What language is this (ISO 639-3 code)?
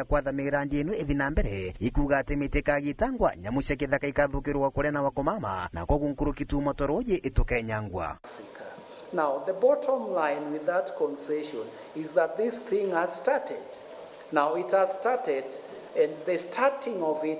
mer